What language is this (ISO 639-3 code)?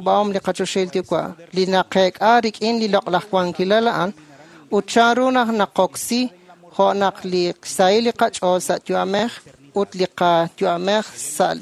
kek